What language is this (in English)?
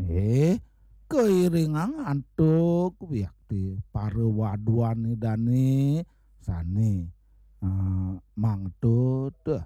Balinese